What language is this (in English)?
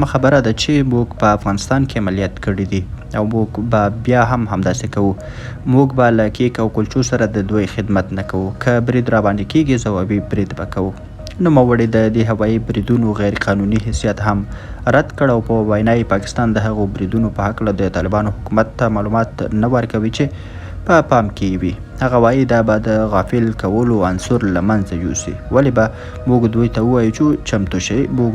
Pashto